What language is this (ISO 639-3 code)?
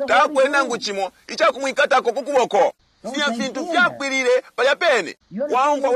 bem